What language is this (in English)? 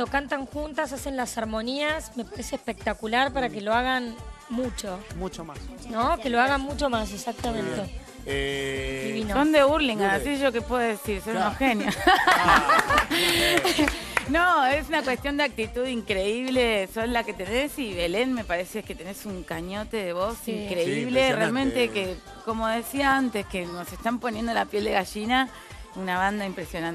Spanish